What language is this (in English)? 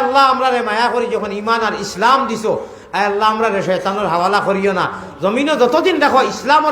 Sylheti